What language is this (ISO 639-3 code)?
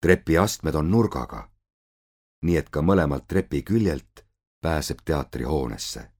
est